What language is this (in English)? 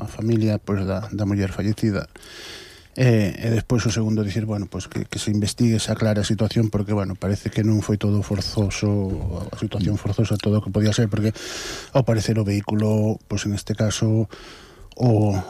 Galician